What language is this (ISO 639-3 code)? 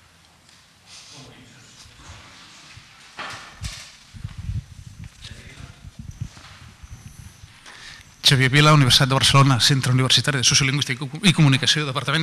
cat